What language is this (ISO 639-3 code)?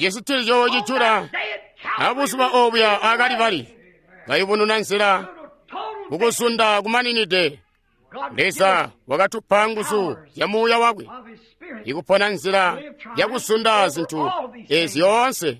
toi